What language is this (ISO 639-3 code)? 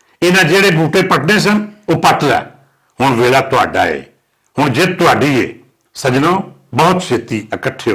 lah